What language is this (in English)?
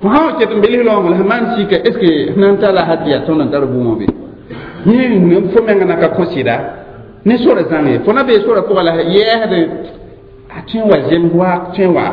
Mossi